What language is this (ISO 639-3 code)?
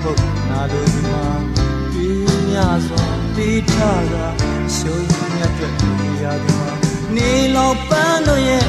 mya